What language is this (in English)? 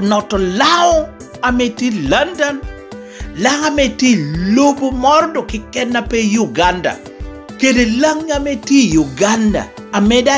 Lango (Uganda)